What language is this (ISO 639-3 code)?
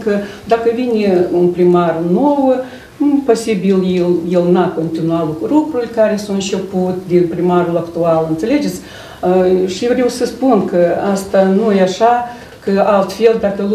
ron